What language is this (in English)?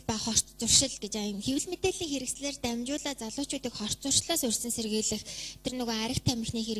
Mongolian